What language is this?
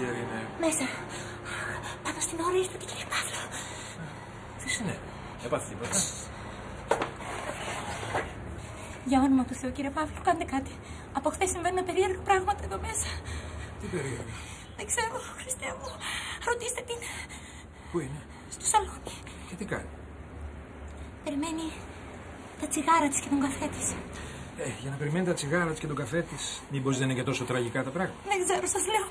Greek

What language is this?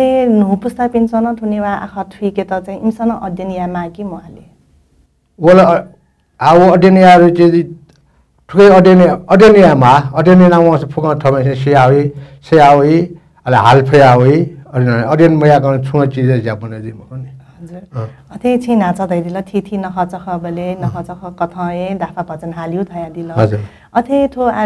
Newari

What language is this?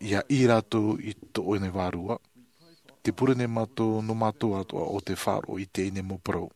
Tahitian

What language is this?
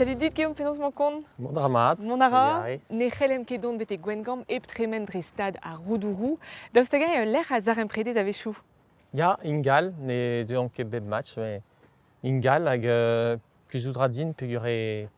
Breton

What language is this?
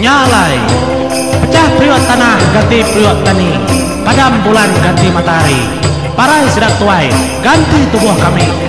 Iban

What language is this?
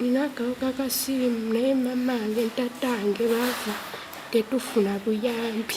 Ganda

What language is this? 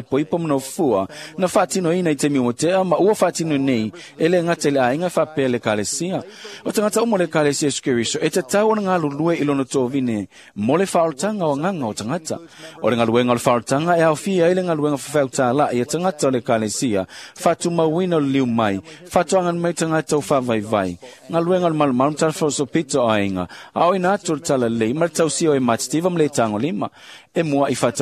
Samoan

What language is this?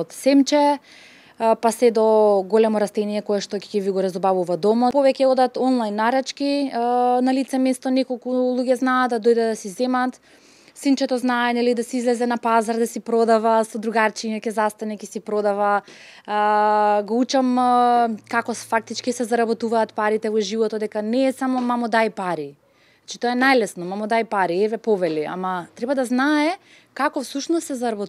Macedonian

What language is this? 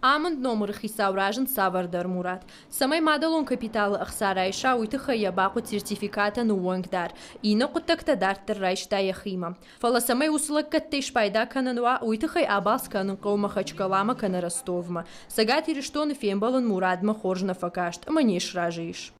Ossetic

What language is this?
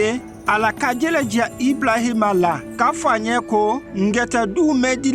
Konyanka Maninka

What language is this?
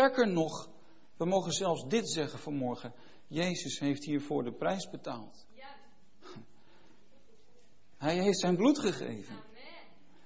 Dutch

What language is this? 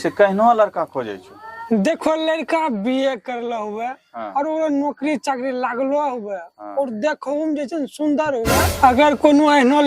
Angika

